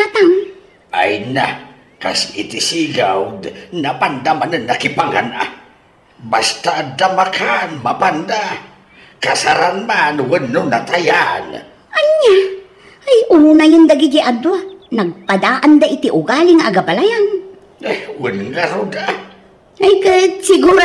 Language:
Iloko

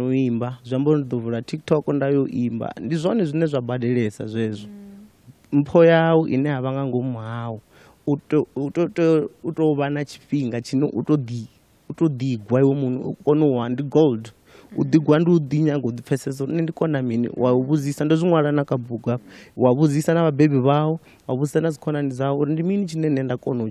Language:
Venda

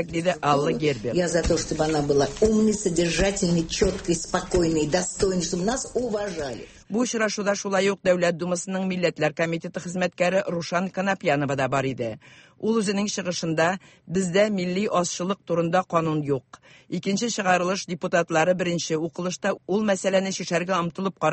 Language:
Tatar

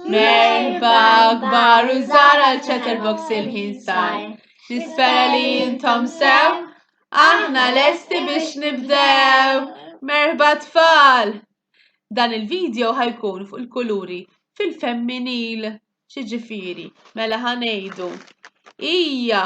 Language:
Maltese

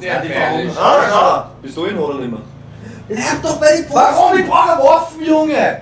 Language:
Bavarian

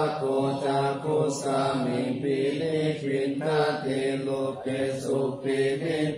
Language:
Pali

